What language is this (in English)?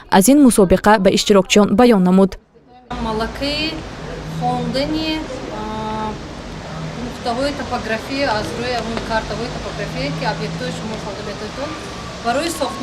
Tajik